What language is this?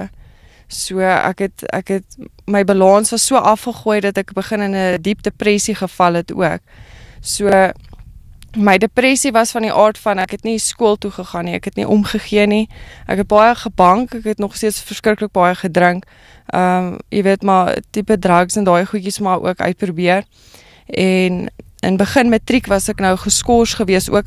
Afrikaans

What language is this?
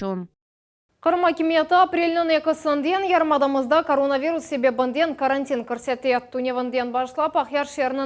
Crimean Tatar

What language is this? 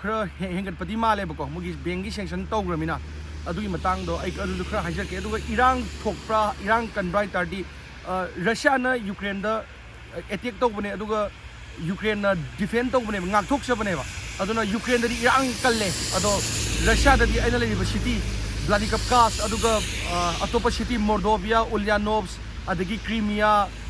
Manipuri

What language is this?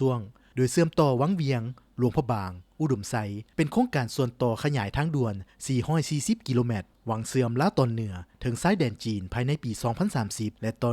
Lao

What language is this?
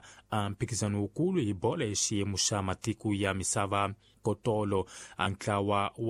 Tsonga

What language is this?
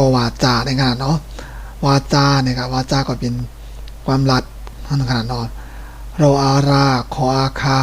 Shan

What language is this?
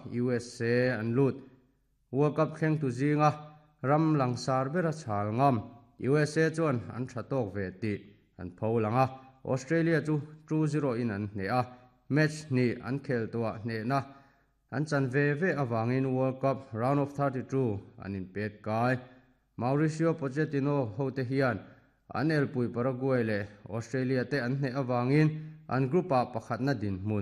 Mizo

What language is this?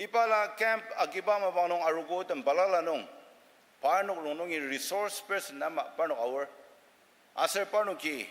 Ao Naga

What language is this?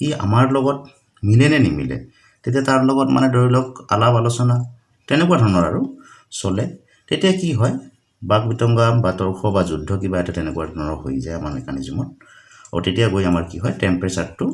Assamese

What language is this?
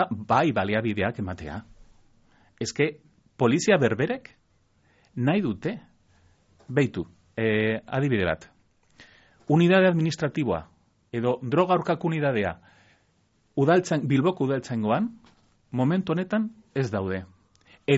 Basque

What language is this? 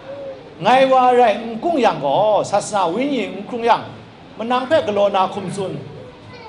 Kachin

